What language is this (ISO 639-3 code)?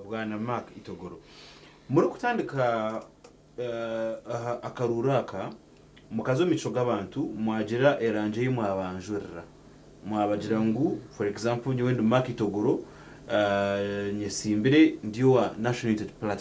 nyn